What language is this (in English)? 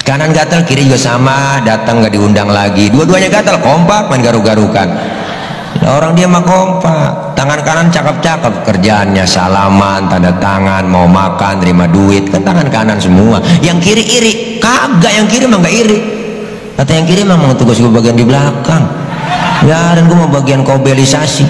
Betawi